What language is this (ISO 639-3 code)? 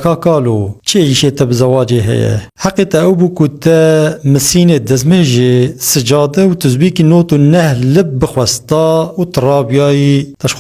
kur